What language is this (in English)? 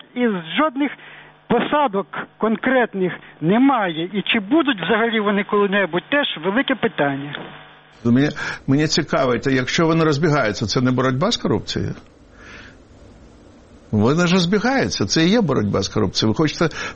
Ukrainian